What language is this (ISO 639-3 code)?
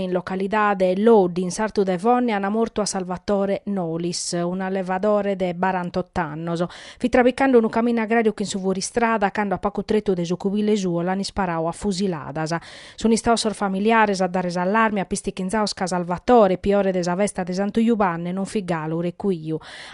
srd